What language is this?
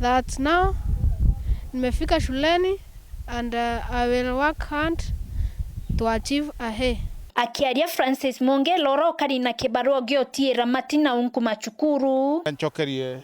Meru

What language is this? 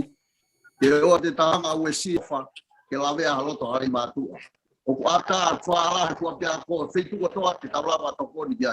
Tongan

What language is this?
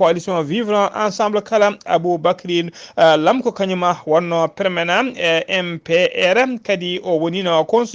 Fula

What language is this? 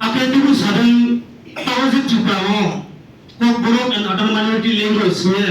Riang (India)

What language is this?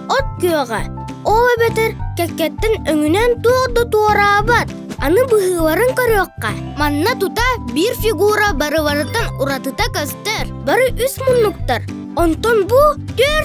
Yakut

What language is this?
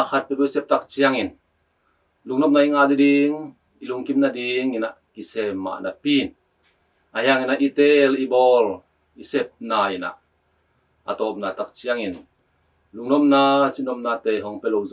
Tedim Chin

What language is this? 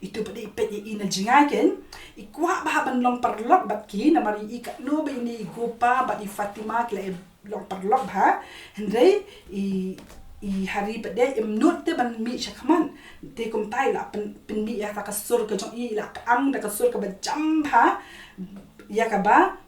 Khasi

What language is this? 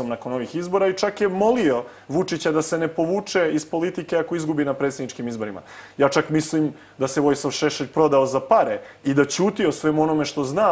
Serbian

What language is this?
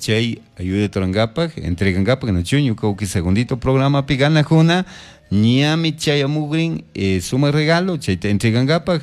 Chimborazo Highland Quichua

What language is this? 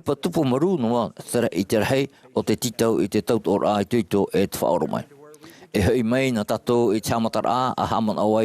Tahitian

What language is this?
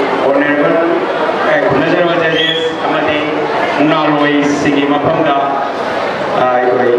Manipuri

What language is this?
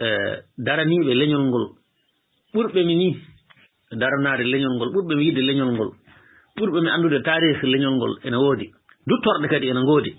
Fula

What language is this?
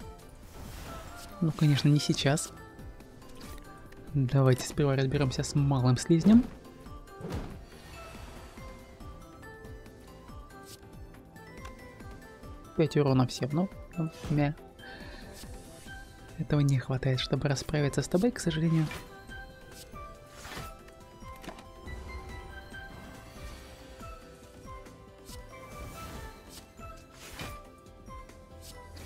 Russian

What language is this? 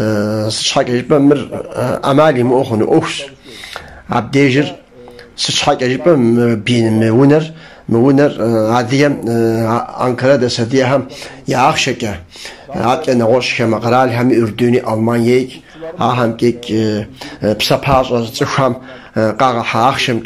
Kabardian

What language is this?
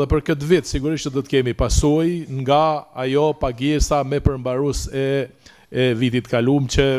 Albanian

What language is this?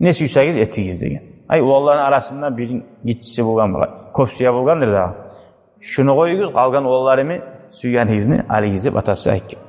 Kumyk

